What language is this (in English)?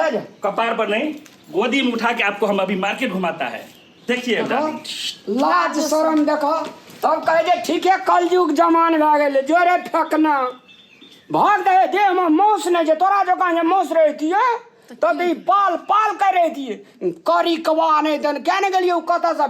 Maithili